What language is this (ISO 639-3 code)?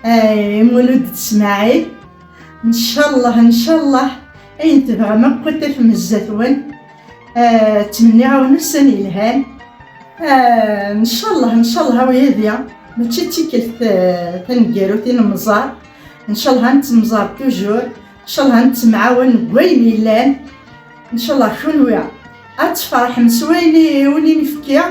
kab